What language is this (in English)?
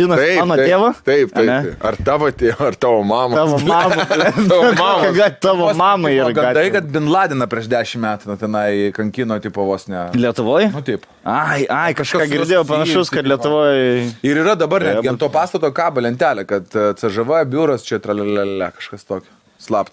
Lithuanian